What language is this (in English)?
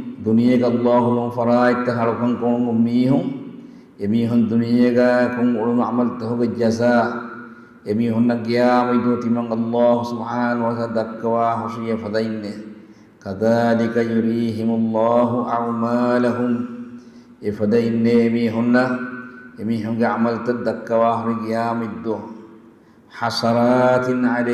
Divehi